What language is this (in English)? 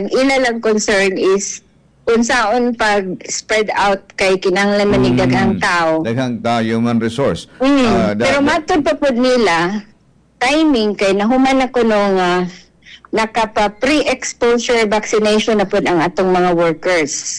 Cebuano